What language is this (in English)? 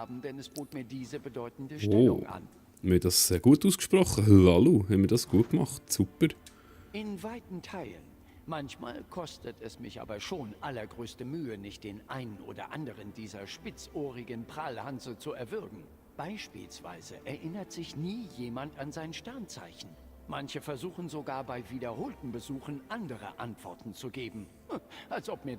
Swiss German